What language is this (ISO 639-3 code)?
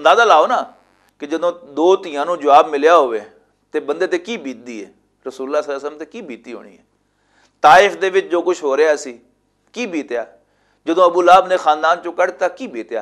lah